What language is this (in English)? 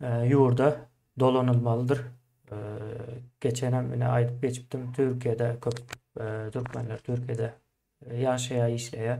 Turkmen